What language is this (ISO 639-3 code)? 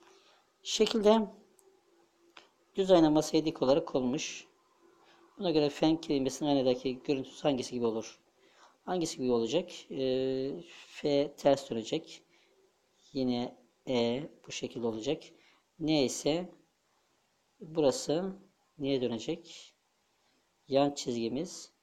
tur